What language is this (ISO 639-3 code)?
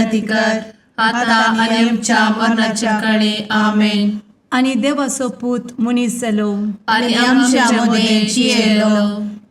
kok